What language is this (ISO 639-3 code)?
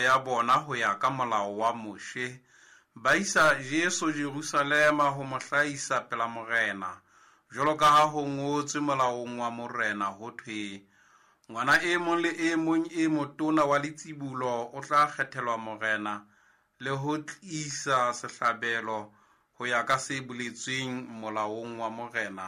sot